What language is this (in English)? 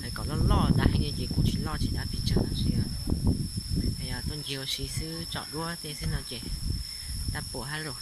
Hmong